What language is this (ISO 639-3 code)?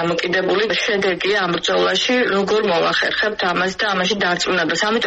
kat